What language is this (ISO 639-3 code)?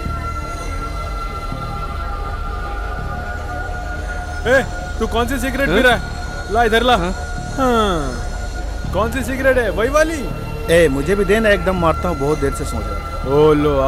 hin